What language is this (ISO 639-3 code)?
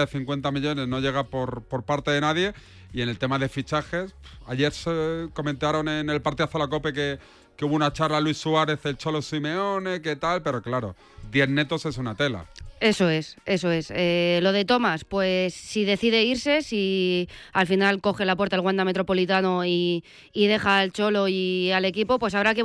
spa